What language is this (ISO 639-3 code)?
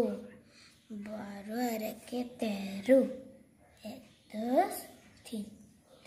ben